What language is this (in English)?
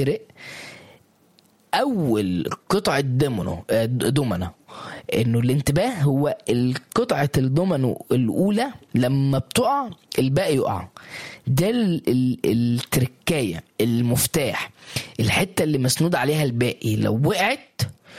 Egyptian Arabic